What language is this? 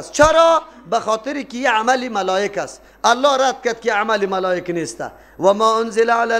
Persian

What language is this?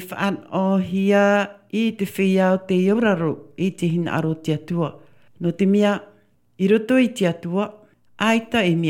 Tahitian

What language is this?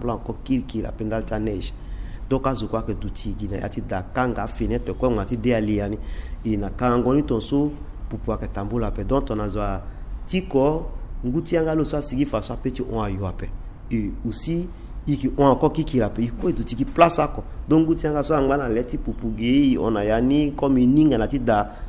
Sango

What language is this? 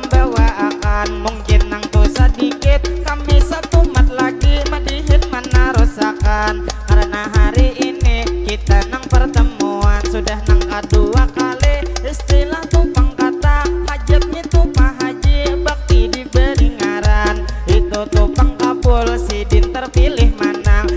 Banjar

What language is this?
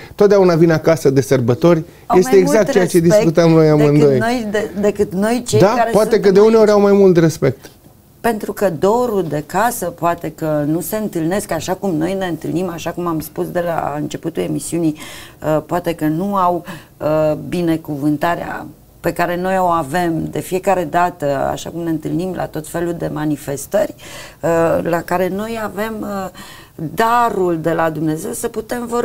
Romanian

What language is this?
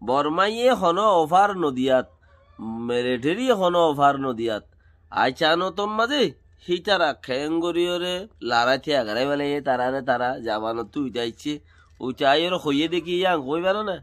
Rohingya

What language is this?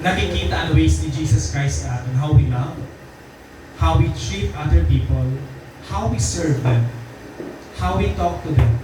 Waray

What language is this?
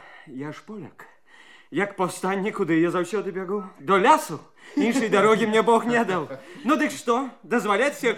Belarusian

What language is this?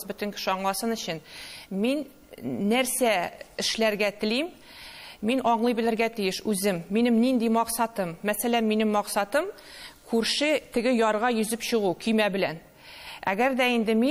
Tatar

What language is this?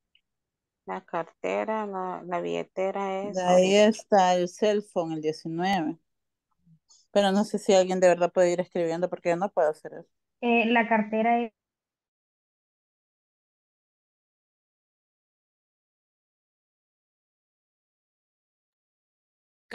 Spanish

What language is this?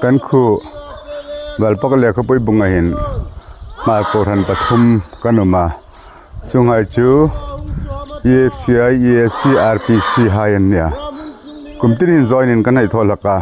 Hmar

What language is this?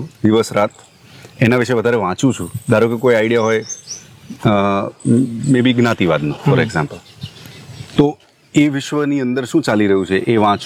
Gujarati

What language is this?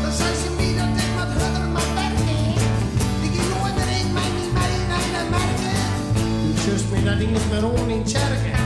Western Frisian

